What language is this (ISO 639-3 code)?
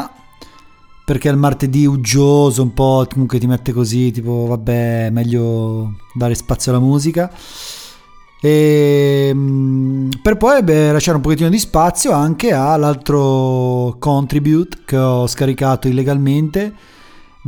ita